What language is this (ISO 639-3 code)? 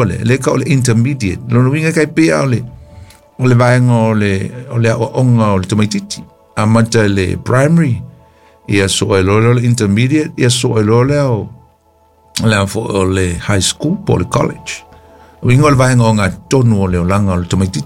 smo